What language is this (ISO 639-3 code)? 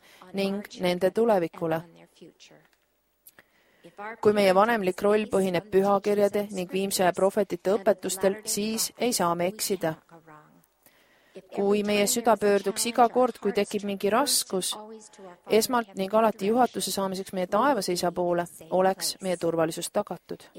est